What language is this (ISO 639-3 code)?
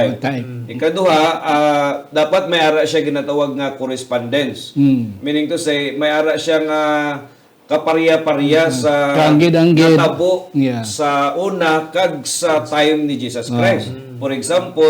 hil